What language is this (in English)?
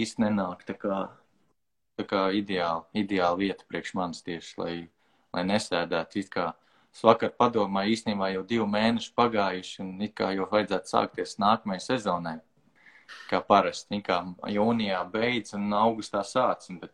Latvian